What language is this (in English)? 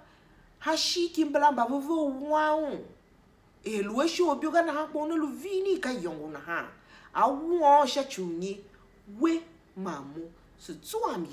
Tiv